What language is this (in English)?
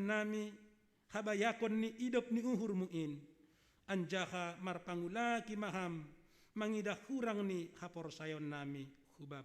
Batak Simalungun